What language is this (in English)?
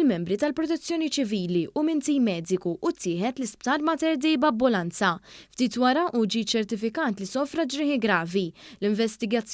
Maltese